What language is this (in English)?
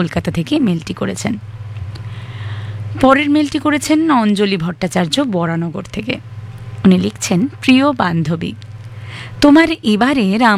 Bangla